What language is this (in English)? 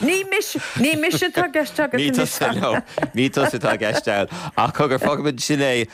Irish